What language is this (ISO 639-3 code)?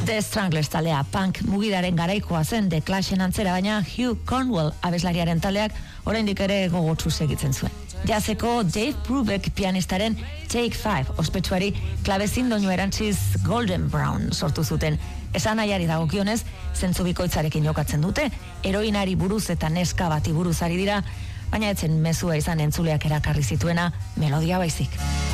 eus